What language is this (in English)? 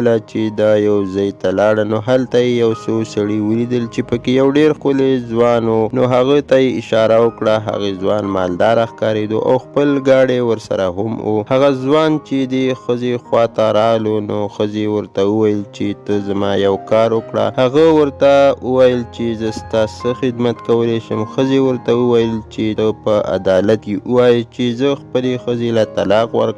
Pashto